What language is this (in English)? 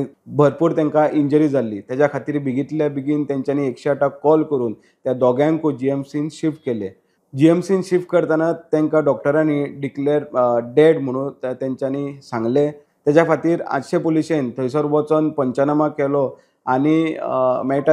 Konkani